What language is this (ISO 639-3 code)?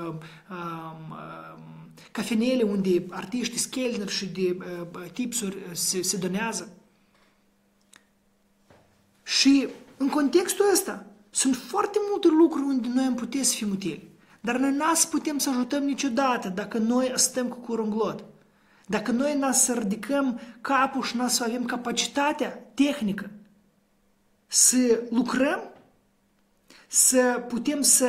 ron